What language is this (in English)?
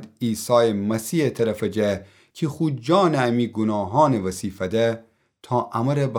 Gilaki